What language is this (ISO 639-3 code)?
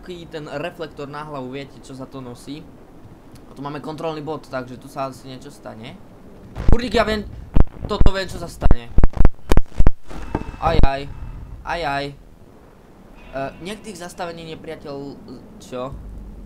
slk